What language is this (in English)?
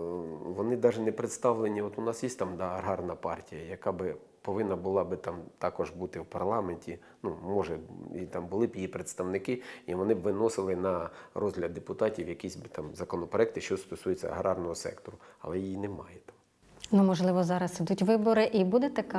Ukrainian